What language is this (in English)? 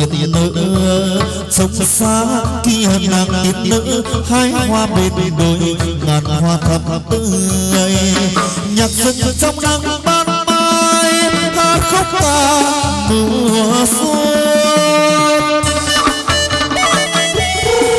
Vietnamese